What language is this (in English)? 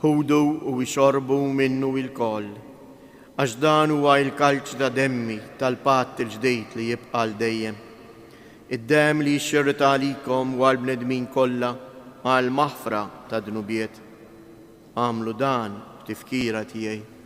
Maltese